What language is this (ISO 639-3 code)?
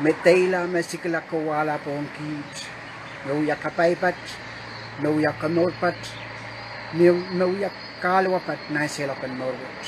pon